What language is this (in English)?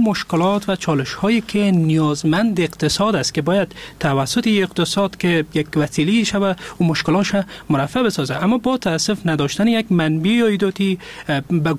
Persian